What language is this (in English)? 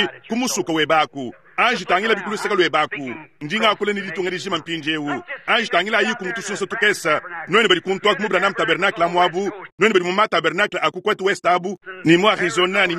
Luba-Lulua